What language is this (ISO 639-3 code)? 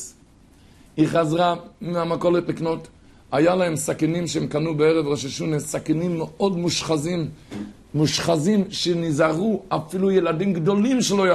heb